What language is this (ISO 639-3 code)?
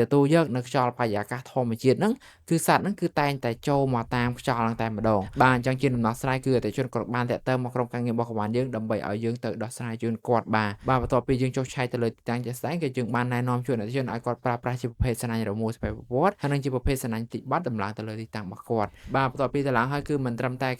khm